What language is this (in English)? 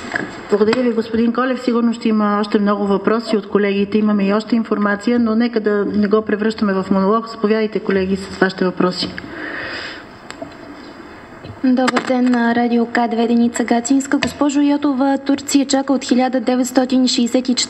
Bulgarian